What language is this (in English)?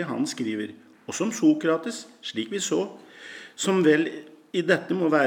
Norwegian